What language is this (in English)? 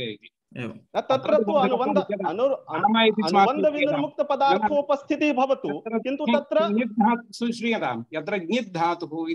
Sanskrit